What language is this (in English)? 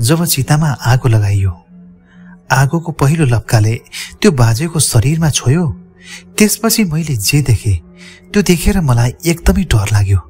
Nepali